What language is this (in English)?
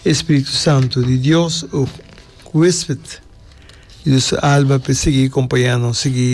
Papiamento